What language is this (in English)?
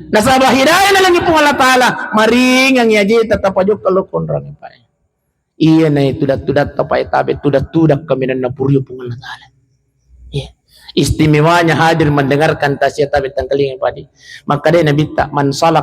Buginese